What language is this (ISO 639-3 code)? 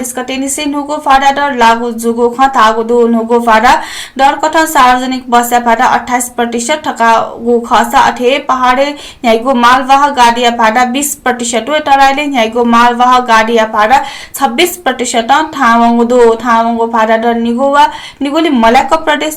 new